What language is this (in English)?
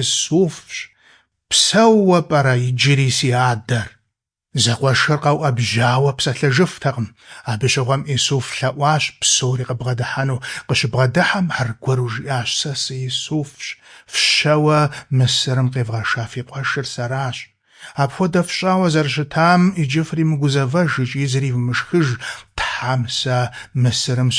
Kabardian